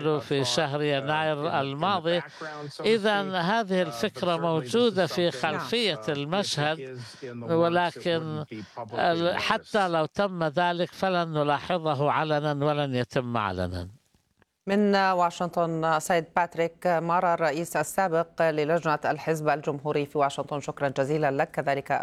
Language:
Arabic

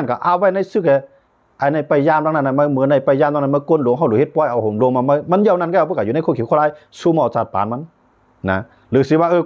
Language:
Shan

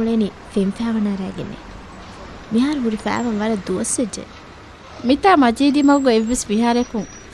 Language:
Divehi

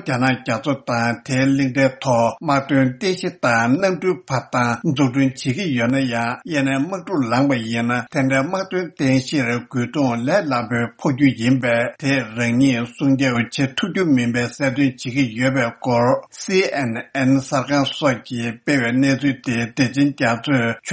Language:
Tibetan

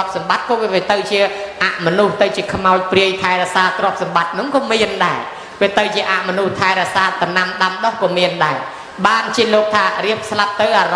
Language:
Khmer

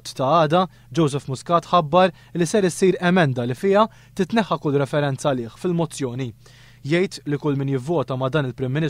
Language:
Maltese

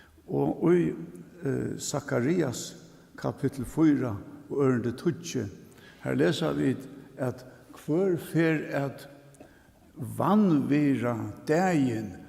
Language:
Faroese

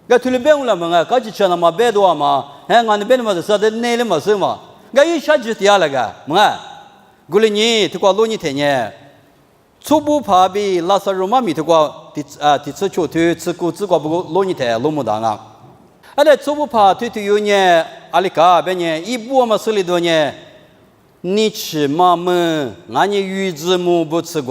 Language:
Lisu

